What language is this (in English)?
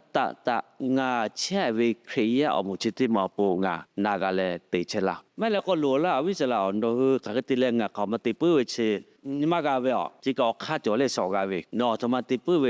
Lahu